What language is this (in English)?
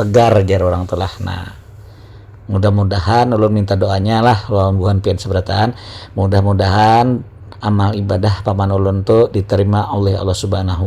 Banjar